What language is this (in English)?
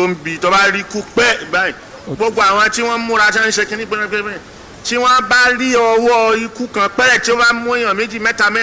Yoruba